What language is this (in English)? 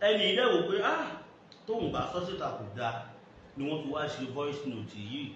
Yoruba